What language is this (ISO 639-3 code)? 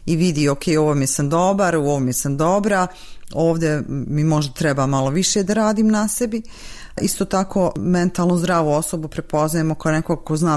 bos